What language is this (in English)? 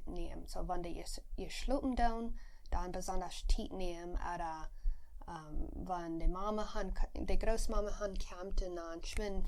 Plautdietsch